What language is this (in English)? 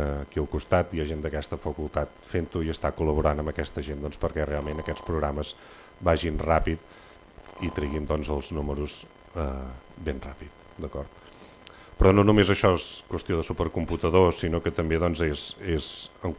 Catalan